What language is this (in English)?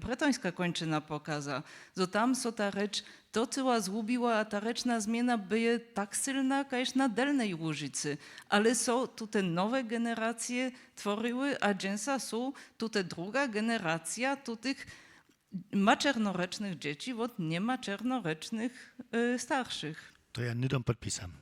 Upper Sorbian